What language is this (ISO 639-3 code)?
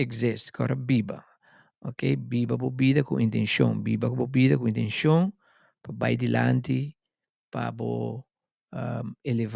pap